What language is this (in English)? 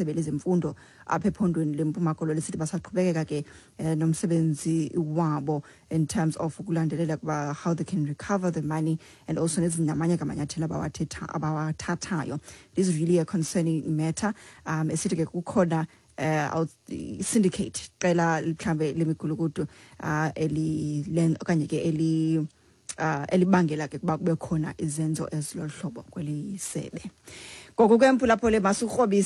Xhosa